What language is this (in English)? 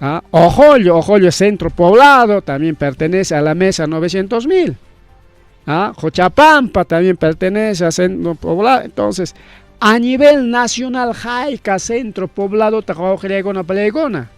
Ayacucho Quechua